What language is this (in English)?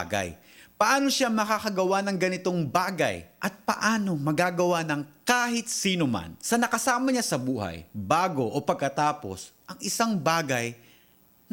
Filipino